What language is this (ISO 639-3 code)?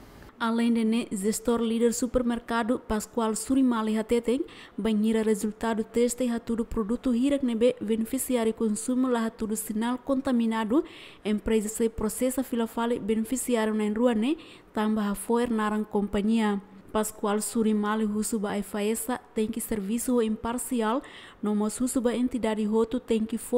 tet